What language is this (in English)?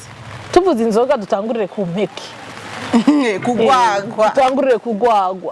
Rundi